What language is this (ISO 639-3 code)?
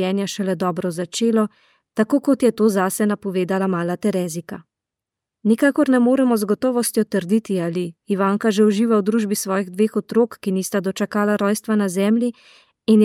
slv